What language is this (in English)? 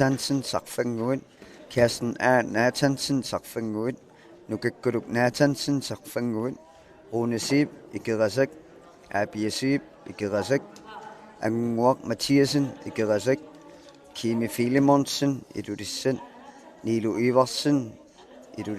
Kalaallisut